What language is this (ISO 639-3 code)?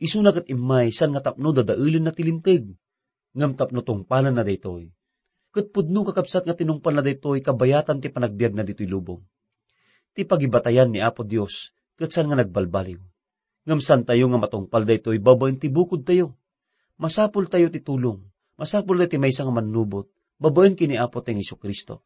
ilo